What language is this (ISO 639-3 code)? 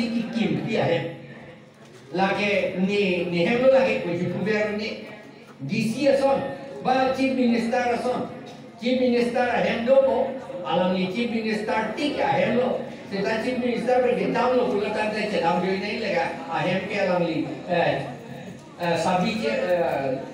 mjw